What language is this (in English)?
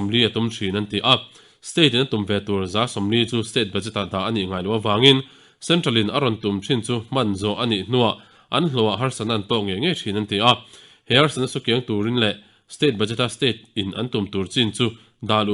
Mizo